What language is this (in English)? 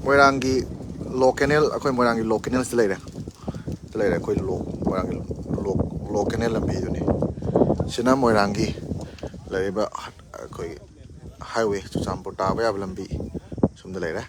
Manipuri